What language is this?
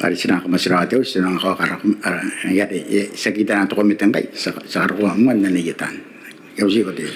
Gilbertese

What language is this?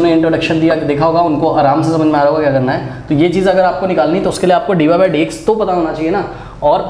Hindi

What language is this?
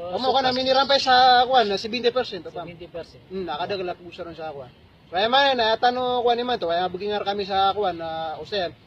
Maranao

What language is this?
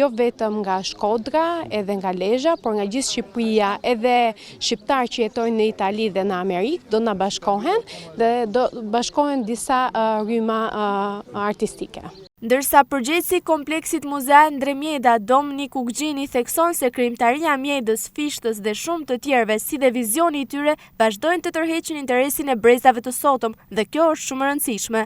Albanian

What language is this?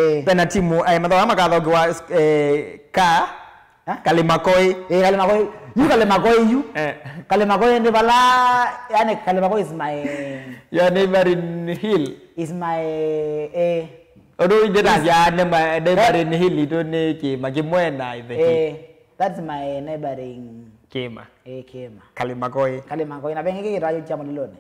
Kamba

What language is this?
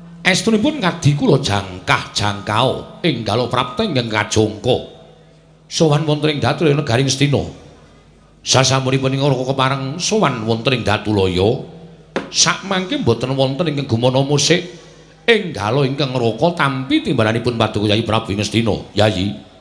Javanese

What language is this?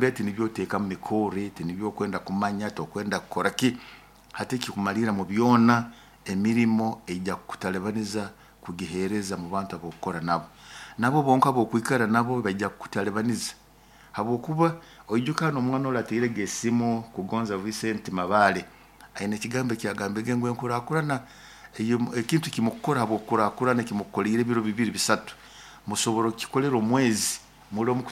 Nyoro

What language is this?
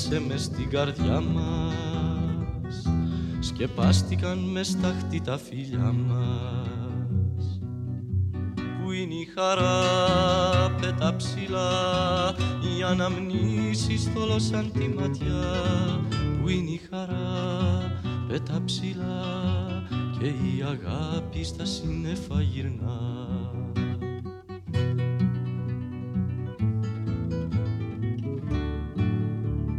Greek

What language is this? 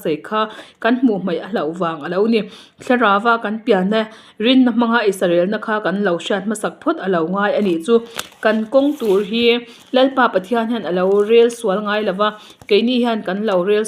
Mizo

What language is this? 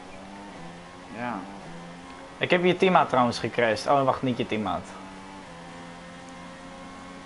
Dutch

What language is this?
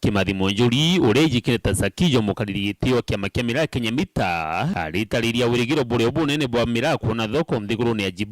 Meru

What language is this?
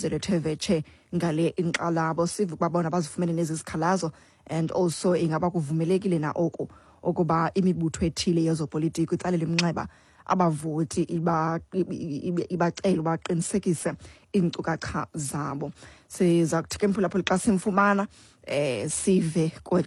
Xhosa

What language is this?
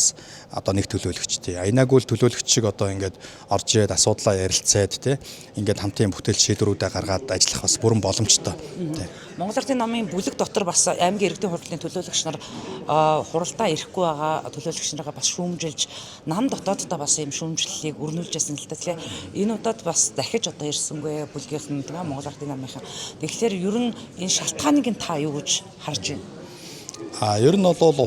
Mongolian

